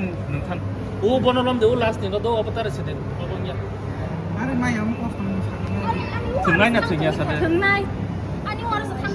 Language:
Kok Borok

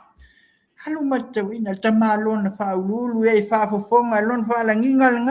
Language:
Samoan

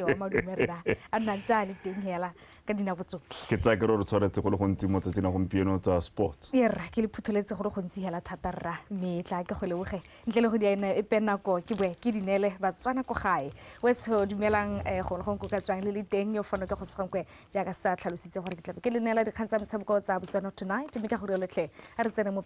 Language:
Tswana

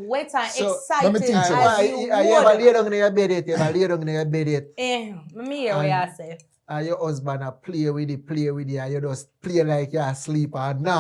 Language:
Jamaican Creole English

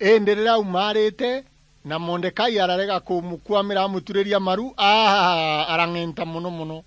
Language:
Meru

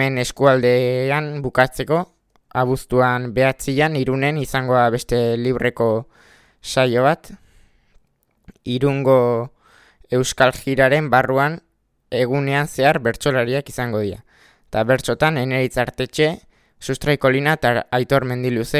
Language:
Basque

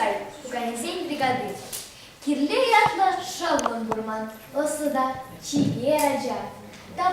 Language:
Chuvash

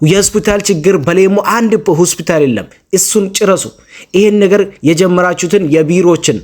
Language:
Amharic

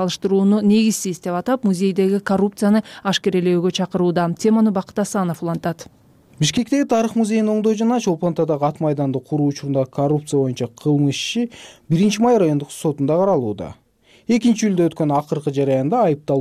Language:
Kyrgyz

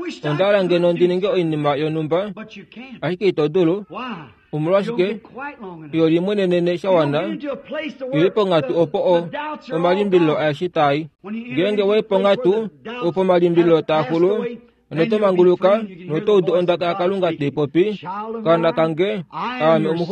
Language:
Kuanyama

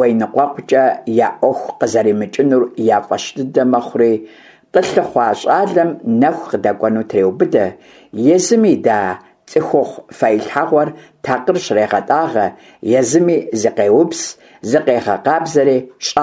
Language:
Kabardian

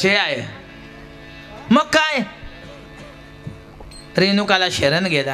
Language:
Marathi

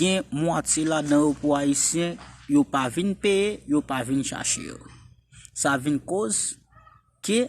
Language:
Haitian Creole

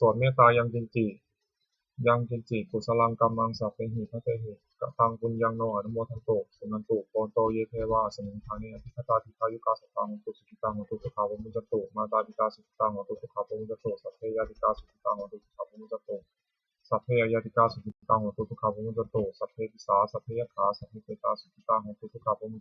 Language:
Pali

